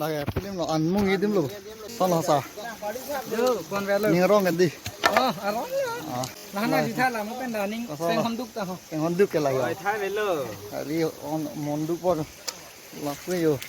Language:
Karbi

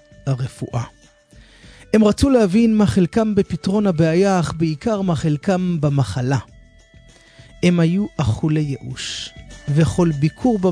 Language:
Hebrew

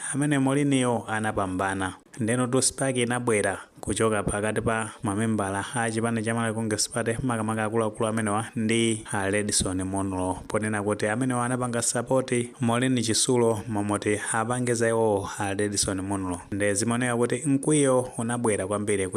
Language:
Nyanja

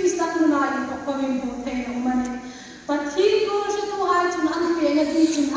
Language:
Hmar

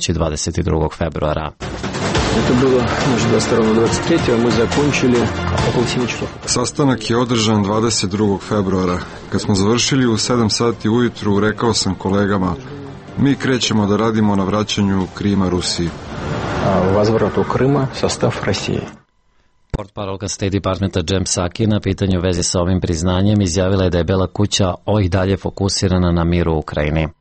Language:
Serbian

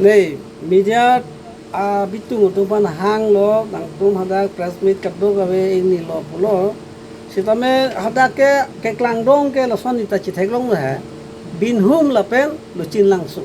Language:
Karbi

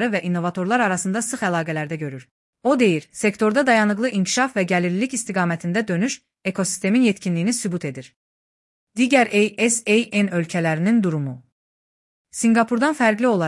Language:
Azerbaijani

